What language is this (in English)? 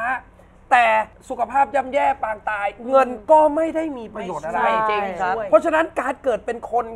Thai